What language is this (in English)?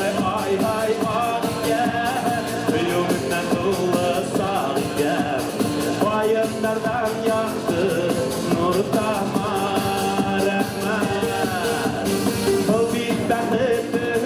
Bashkir